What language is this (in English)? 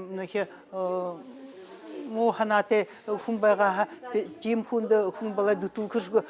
Buriat